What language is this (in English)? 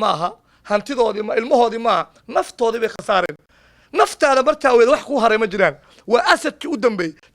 Somali